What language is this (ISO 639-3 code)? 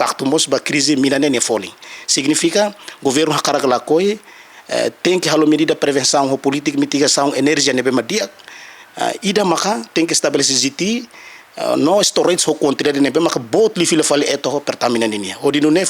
tet